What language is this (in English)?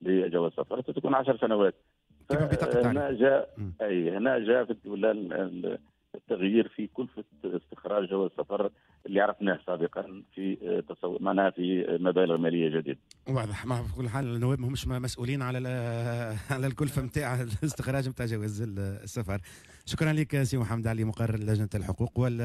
Tunisian Arabic